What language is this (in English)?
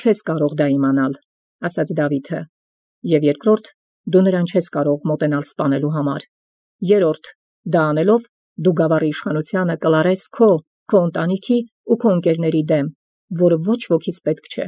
Armenian